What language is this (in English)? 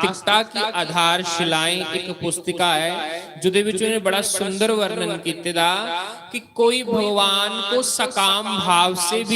Dogri